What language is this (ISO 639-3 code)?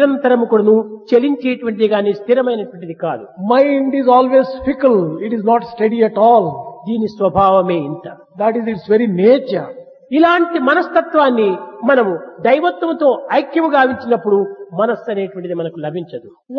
tel